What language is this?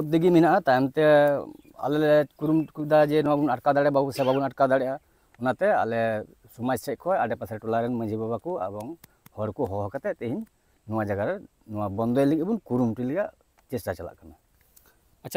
Santali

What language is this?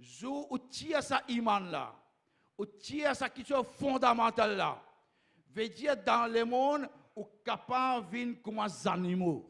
Morisyen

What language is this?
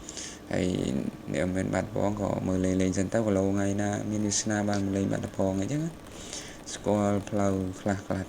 Khmer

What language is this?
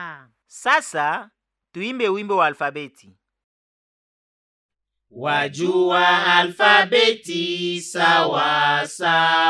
Swahili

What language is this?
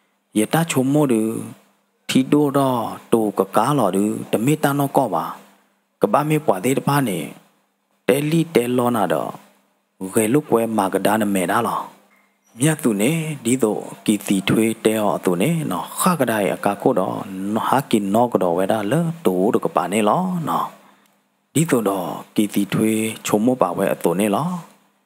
S'gaw Karen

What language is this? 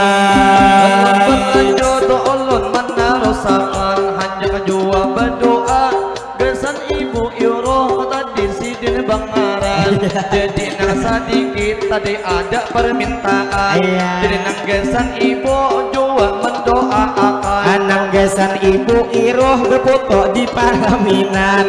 Banjar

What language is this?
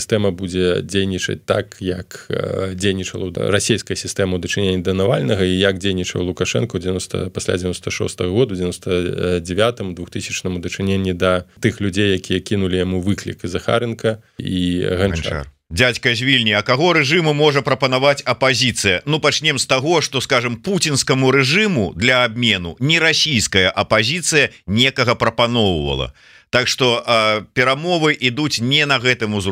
Belarusian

